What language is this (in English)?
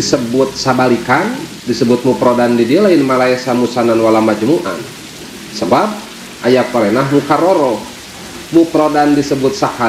Sundanese